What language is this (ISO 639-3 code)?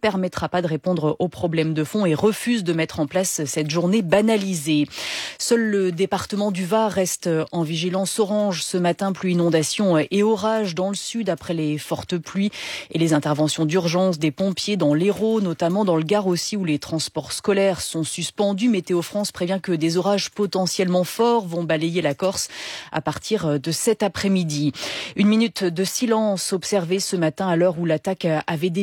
fra